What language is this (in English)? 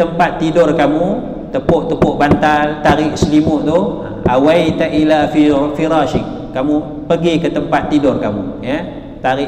Malay